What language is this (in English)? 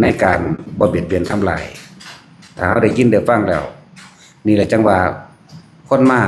Lao